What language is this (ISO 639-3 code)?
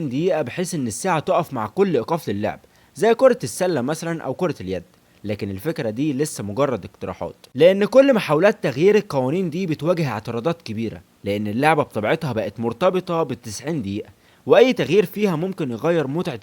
arz